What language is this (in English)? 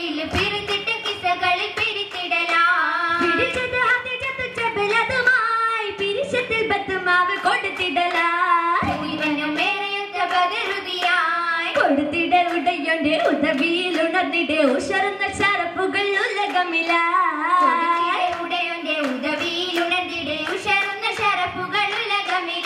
Malayalam